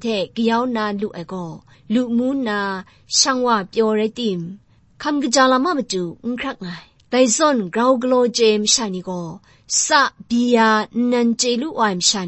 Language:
Kachin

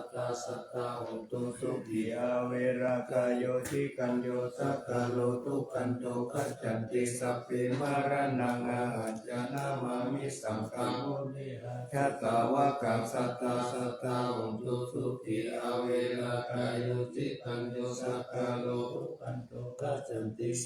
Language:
Pali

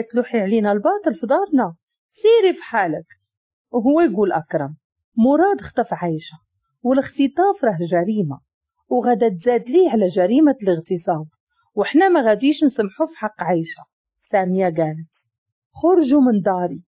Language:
Moroccan Arabic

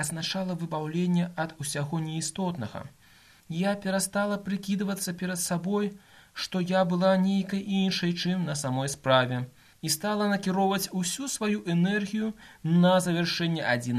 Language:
Belarusian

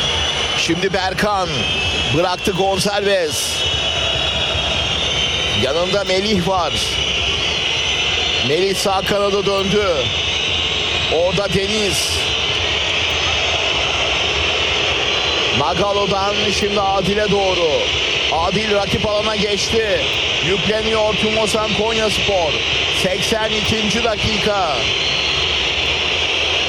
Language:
Turkish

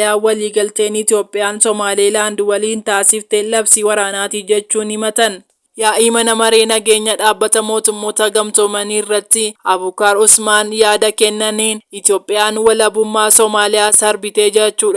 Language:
Oromo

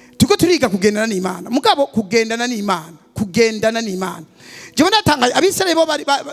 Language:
Rundi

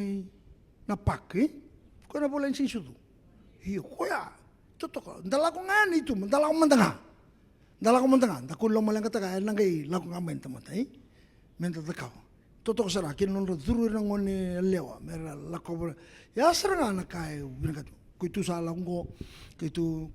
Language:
Fijian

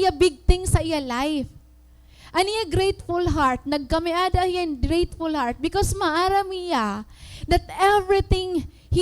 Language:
Waray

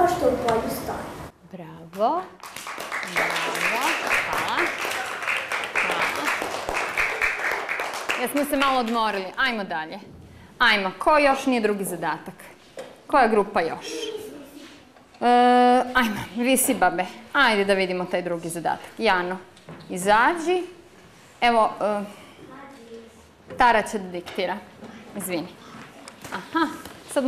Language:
Serbian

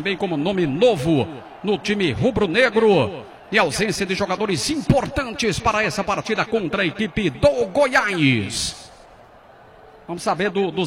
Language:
Portuguese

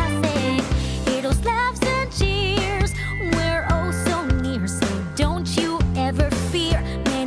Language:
Bikol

